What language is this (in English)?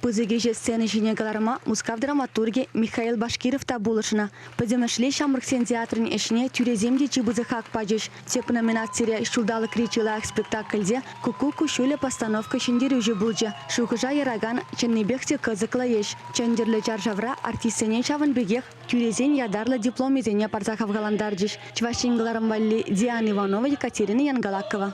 Chuvash